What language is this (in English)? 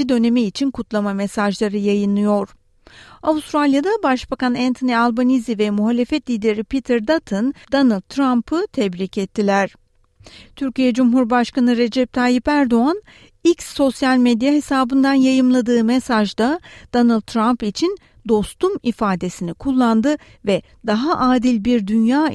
Turkish